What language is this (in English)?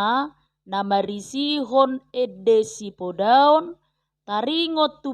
Batak Toba